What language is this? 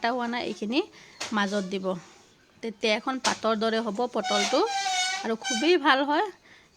Assamese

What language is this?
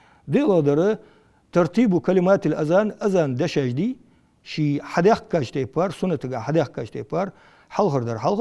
Ingush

